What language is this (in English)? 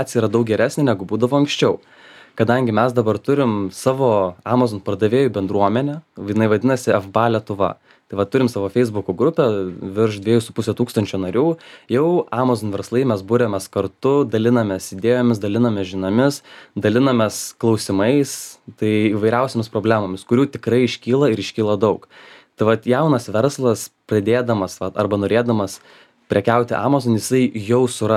Lithuanian